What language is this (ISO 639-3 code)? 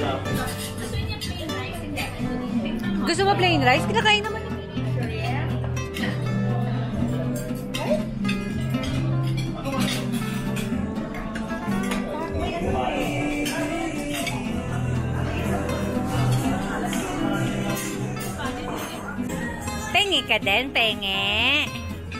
fil